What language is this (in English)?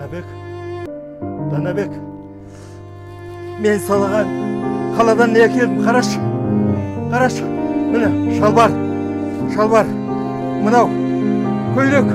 Kazakh